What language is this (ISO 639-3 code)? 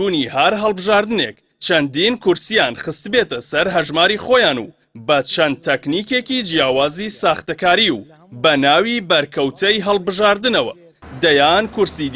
ckb